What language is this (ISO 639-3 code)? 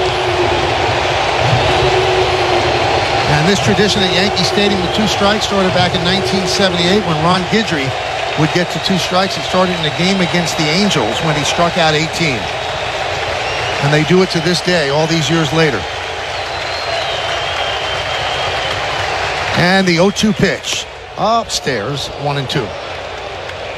eng